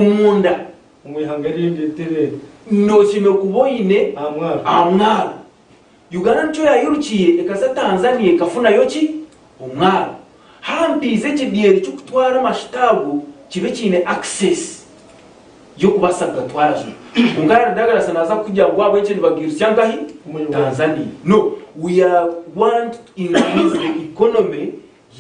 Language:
Nyankole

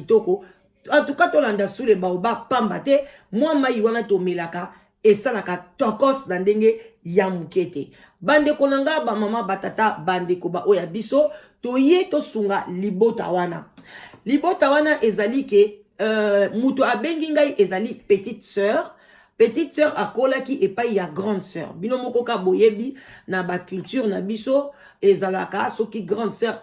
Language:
Lingala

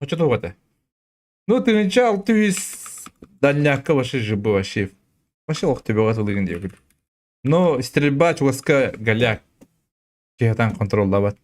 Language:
Yakut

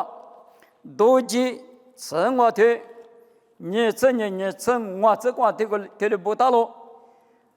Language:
Lisu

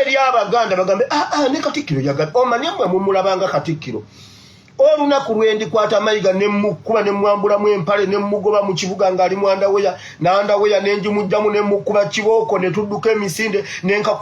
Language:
Ganda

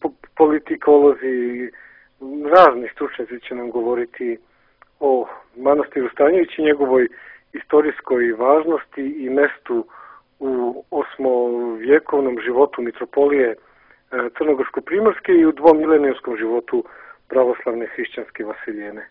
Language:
Serbian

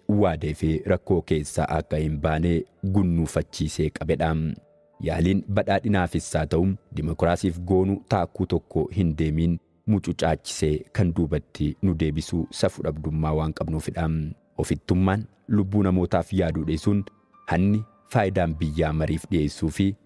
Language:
Oromo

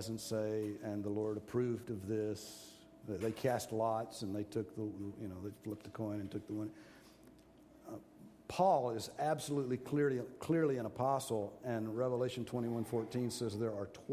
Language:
English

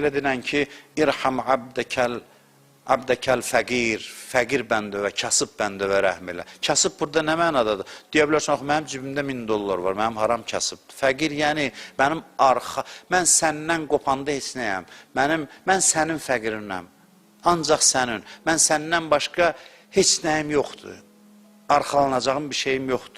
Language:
Azerbaijani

